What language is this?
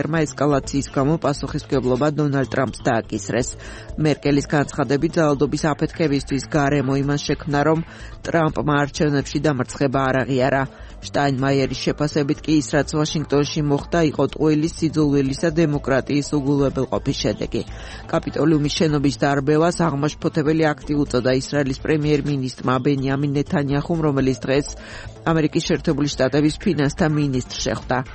Georgian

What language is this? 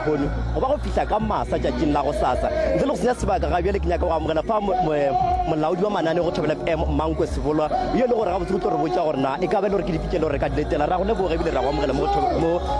Northern Sotho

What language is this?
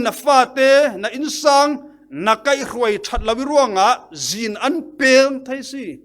Falam Chin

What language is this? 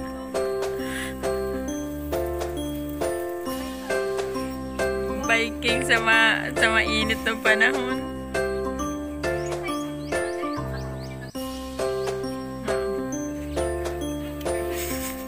Filipino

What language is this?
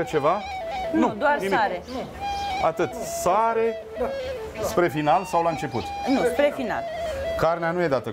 Romanian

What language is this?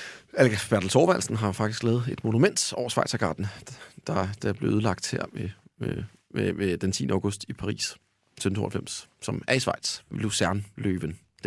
Danish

